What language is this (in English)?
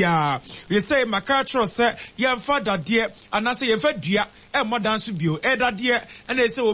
Akan